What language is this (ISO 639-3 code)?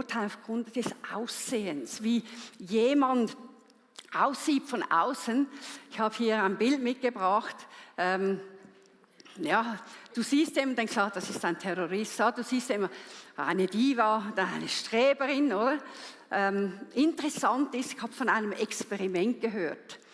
gsw